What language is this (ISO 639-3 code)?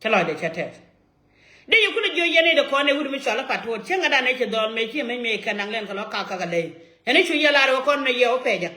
nus